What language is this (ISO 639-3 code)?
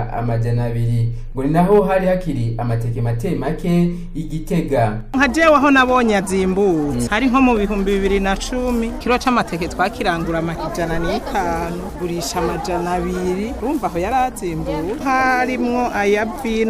run